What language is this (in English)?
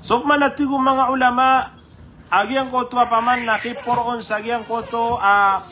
Maranao